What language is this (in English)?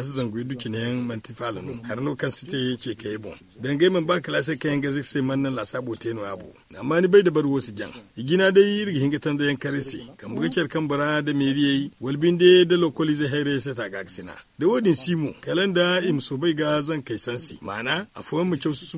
Zarma